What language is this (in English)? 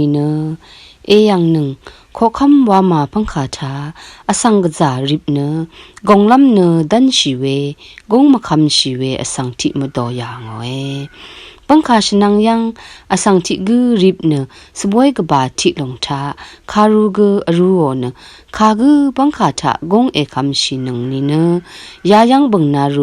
Rawang